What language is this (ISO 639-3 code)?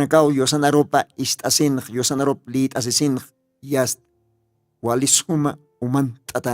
aym